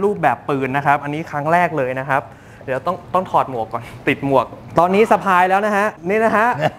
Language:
Thai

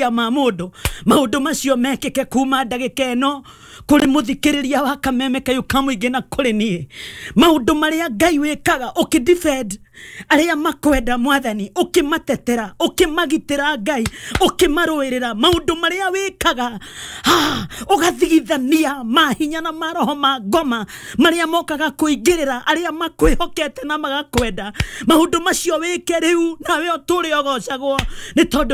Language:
Kikuyu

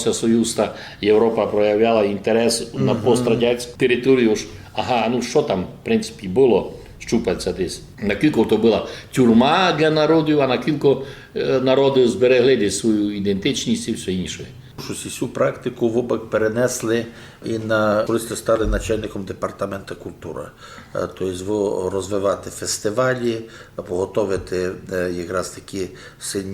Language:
Rusyn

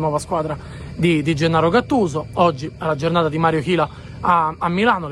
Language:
Italian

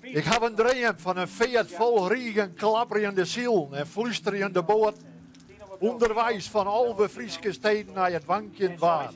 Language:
Western Frisian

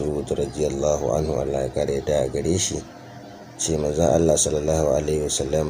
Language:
Hausa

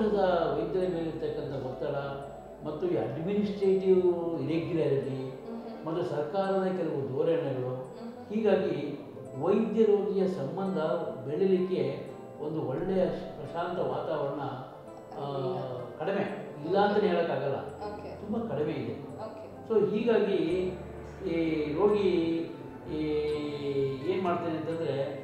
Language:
Kannada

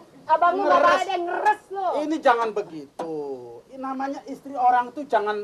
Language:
Betawi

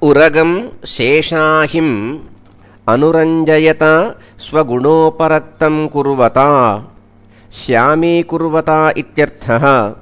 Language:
Sanskrit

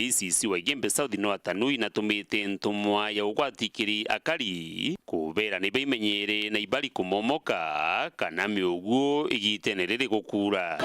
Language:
Meru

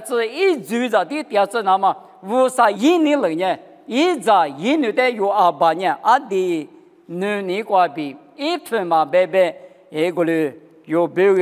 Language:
Lisu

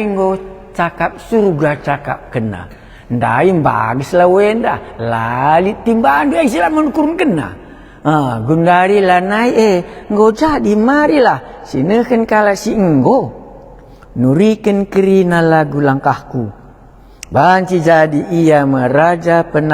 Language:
Batak Karo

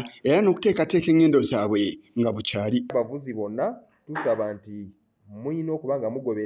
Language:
Ganda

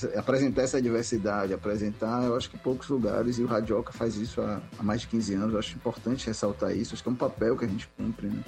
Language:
Portuguese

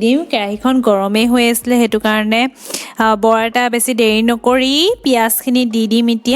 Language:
Assamese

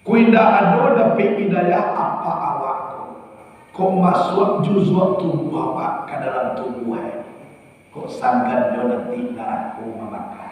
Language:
Minangkabau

